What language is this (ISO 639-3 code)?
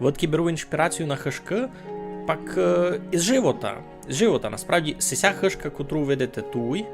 rue